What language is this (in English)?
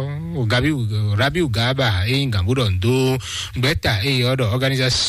Fon